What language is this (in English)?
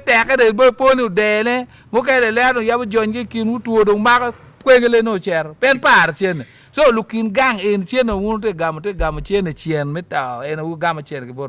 Acoli